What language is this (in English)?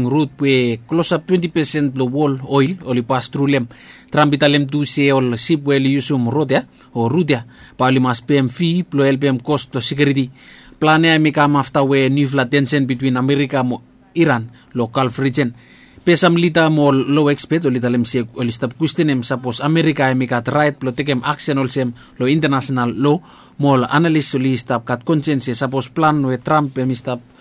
Bislama